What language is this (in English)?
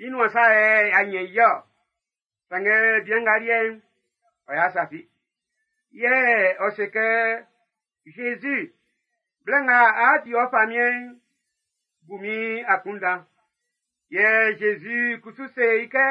Baoulé